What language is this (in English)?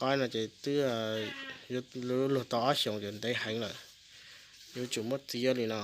Hmong